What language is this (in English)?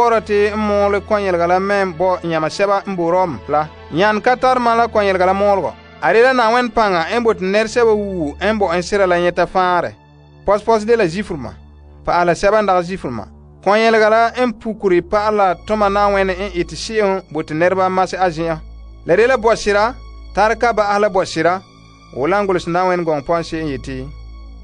Frafra